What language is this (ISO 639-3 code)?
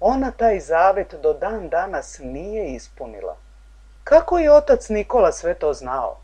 srp